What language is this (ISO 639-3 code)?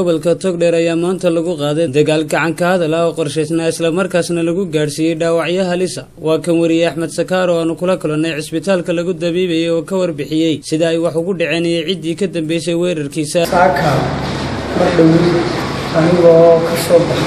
som